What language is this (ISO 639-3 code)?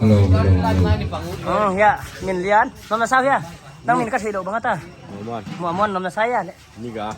pck